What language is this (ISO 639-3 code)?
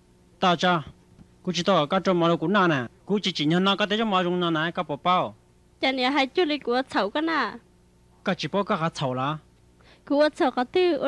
vie